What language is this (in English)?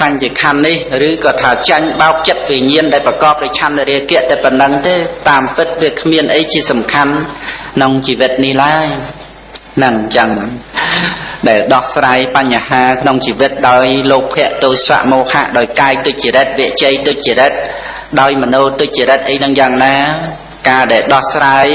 Khmer